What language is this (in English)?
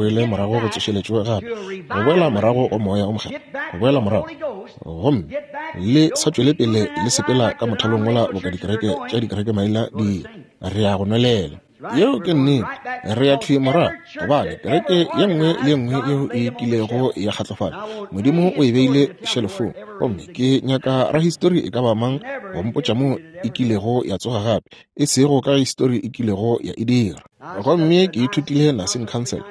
Northern Sotho